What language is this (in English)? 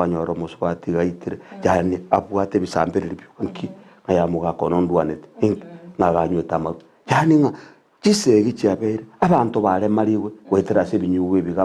Gusii